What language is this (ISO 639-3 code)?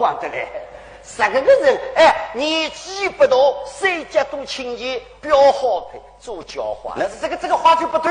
wuu